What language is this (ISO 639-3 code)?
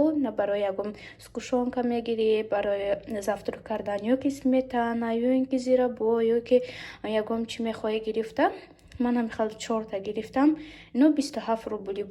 tgk